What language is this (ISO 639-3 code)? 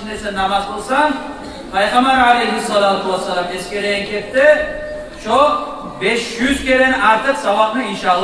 kum